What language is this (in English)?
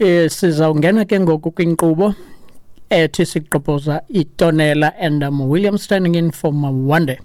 Xhosa